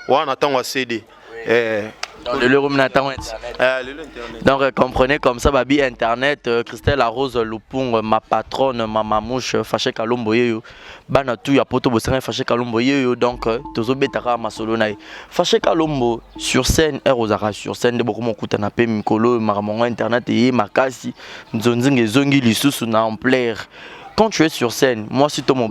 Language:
Lingala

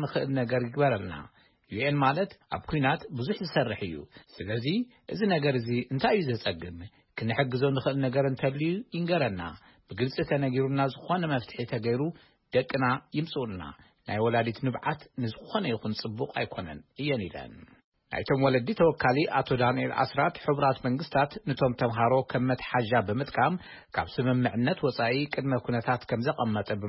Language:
Tigrinya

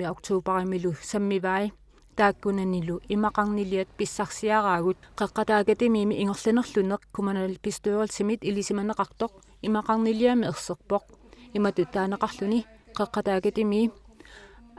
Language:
Kalaallisut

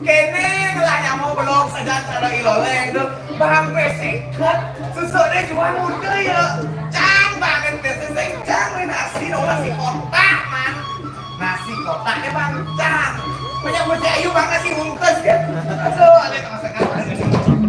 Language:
Balinese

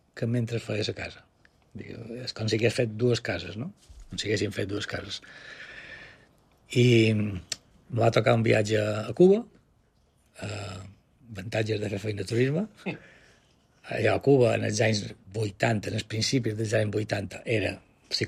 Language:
Catalan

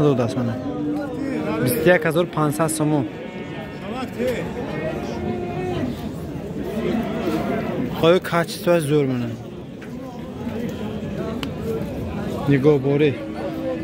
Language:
Persian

